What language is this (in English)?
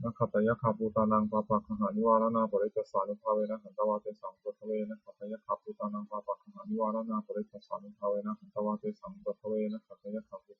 Pali